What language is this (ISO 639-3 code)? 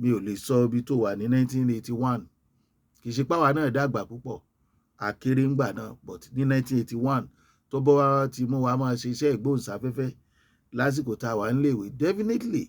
yor